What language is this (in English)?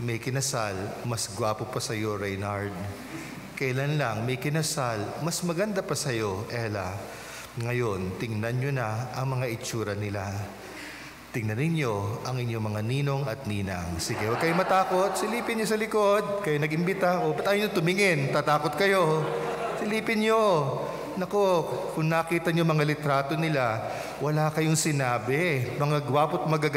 Filipino